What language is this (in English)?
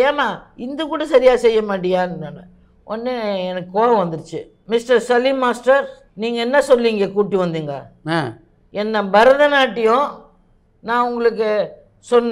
Tamil